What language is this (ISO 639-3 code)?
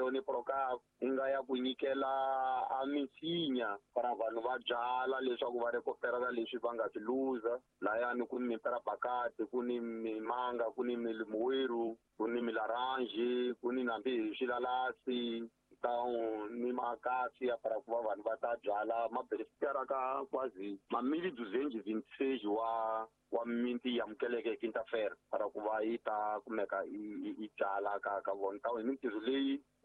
tso